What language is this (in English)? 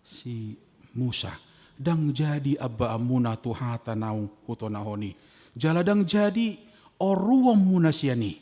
Batak Toba